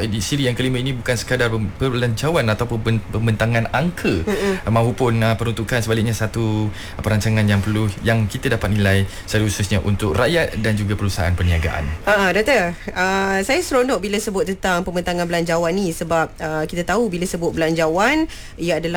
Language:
Malay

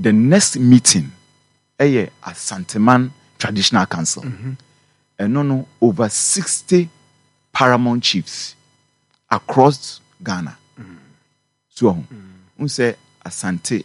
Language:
Akan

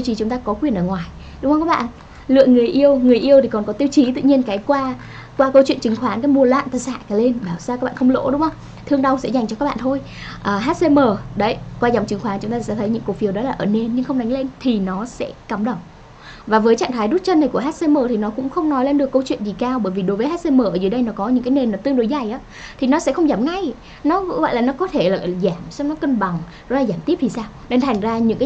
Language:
Vietnamese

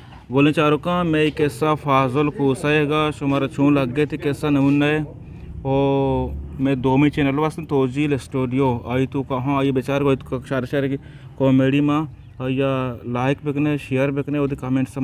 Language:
Eastern Balochi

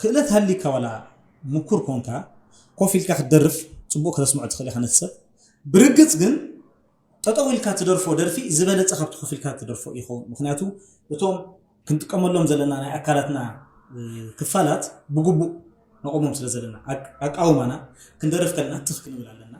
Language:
Tigrinya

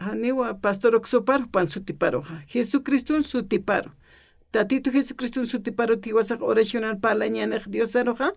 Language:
Aymara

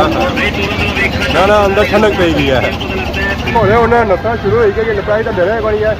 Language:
Pahari-Potwari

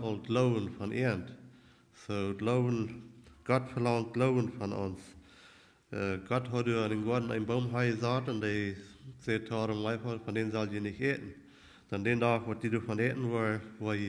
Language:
Plautdietsch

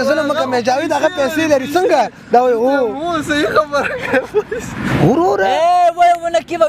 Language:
Pashto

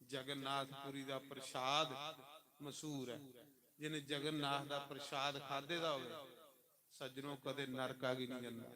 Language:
Dogri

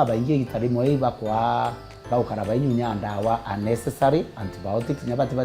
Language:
Meru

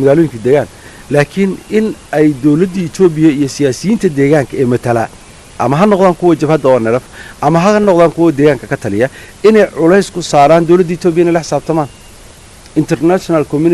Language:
Somali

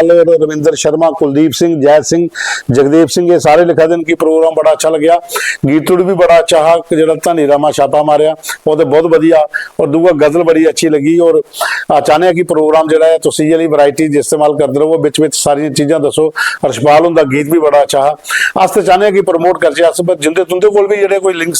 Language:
Dogri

